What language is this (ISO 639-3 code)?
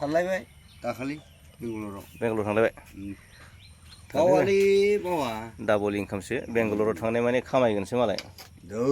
brx